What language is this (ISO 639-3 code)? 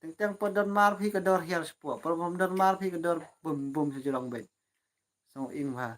kha